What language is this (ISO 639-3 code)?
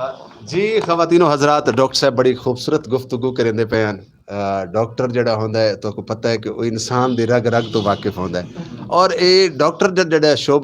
lah